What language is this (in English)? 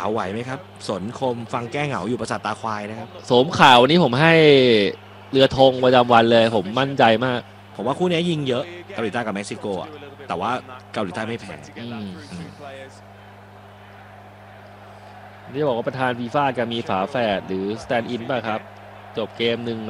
Thai